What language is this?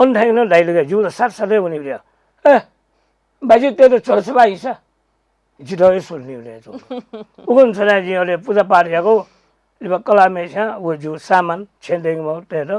Newari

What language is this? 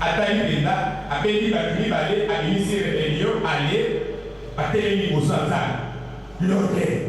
Lingala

